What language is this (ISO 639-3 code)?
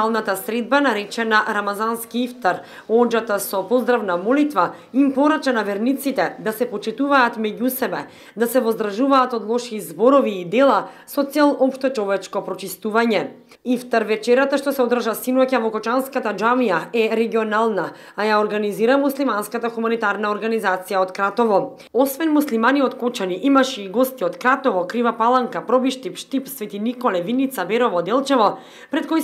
mkd